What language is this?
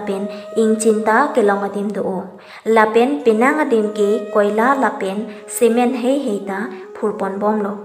Karbi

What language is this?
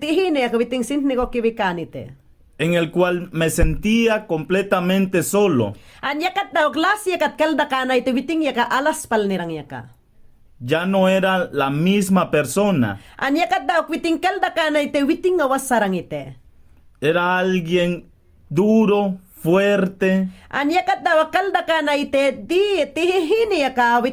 Mayangna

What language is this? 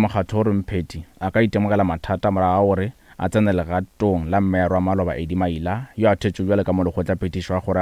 Northern Sotho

